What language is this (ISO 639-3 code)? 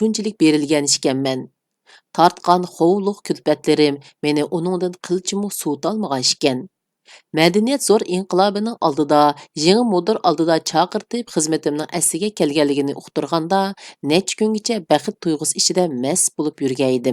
uig